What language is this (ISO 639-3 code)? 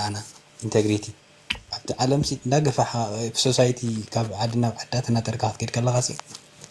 tir